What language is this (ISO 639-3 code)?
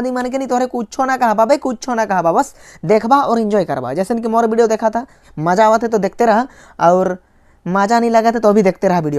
sck